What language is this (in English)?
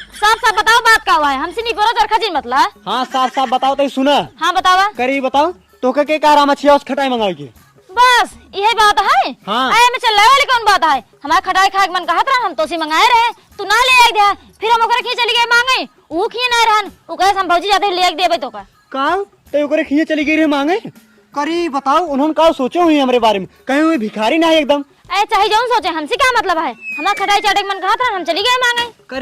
Awadhi